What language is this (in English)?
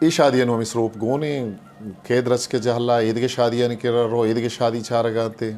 Eastern Balochi